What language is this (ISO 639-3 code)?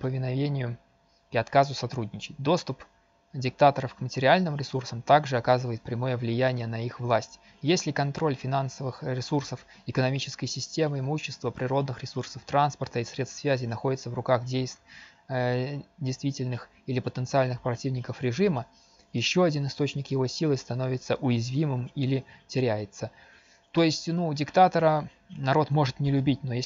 rus